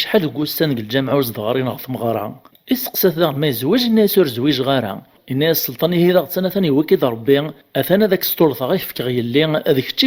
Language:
Kabyle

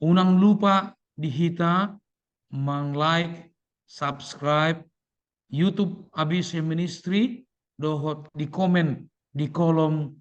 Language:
Batak Toba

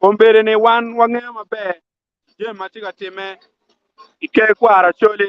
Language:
Acoli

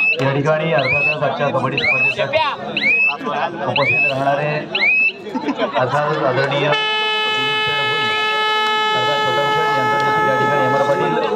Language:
Marathi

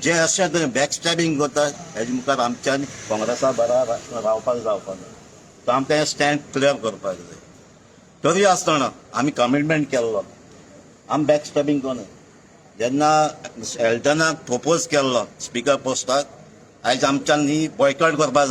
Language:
Konkani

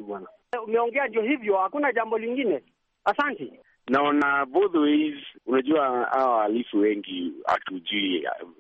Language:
Swahili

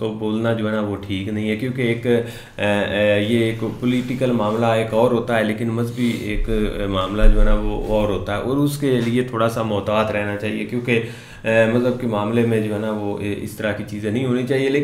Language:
Hindi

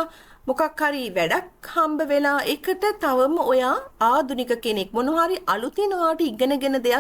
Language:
Sinhala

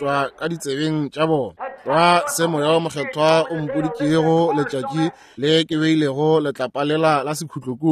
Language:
Northern Sotho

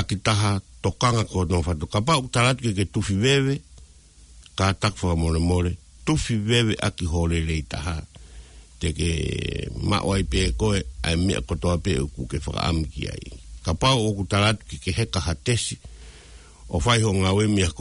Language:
Tongan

